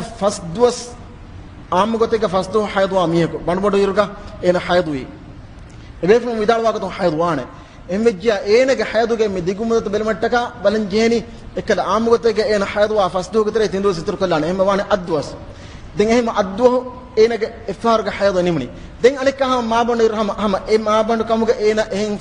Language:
Divehi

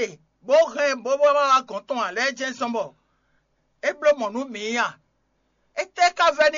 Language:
Fon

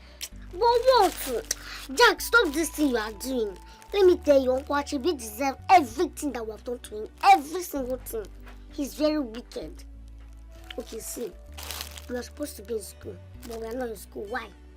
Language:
Nigerian Pidgin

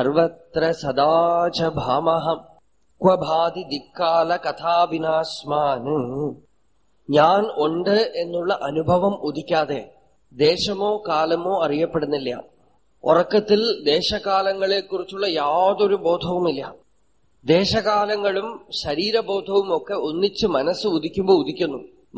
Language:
Malayalam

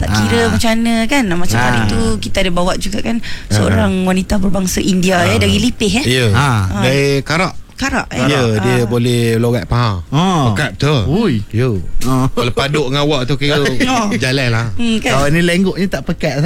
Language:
Malay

